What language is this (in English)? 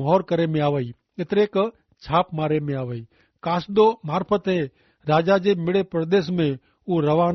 Kachhi